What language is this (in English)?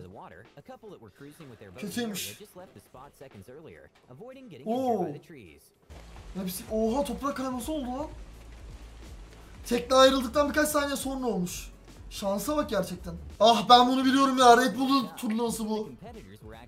Turkish